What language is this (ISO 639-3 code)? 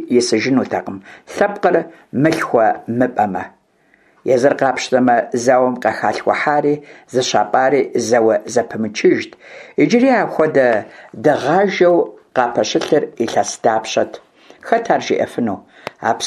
kbd